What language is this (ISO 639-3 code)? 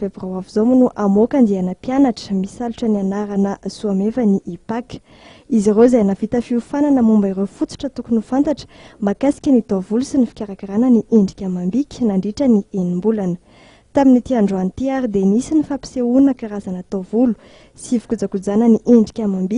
mlg